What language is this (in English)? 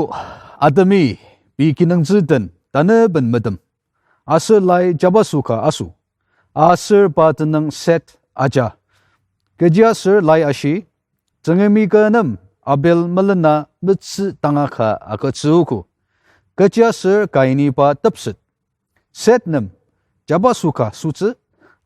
Ao Naga